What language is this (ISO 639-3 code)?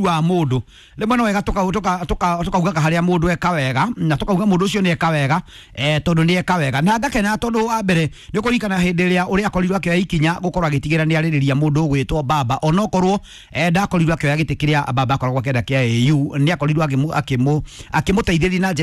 kik